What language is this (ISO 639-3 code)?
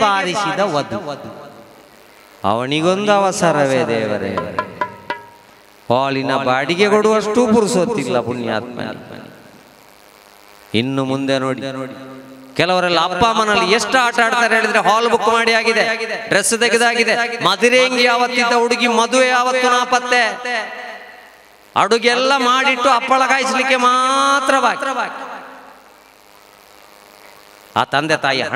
kan